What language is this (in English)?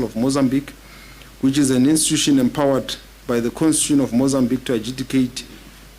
Tswana